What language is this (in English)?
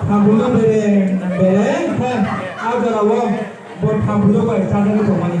Kok Borok